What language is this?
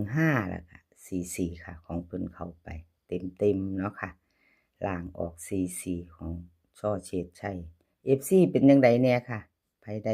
Northeastern Thai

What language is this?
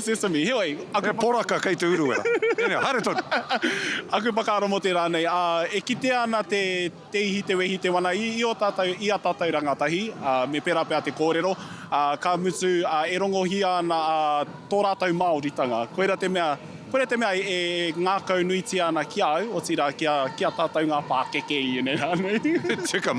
Māori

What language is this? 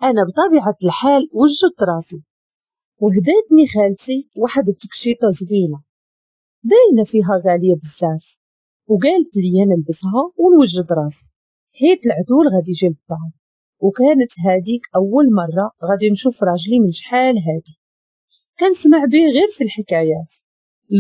Moroccan Arabic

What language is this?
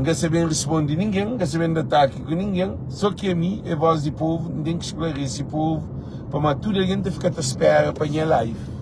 Kabuverdianu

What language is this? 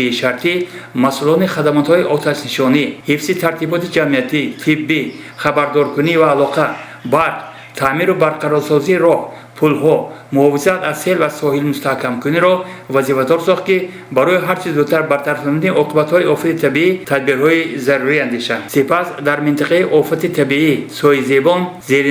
Tajik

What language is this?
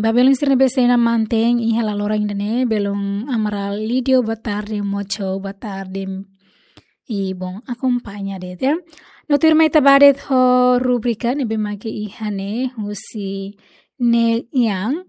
Tetum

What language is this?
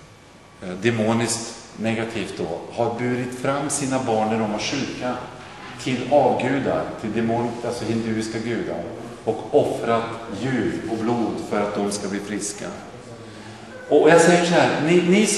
Swedish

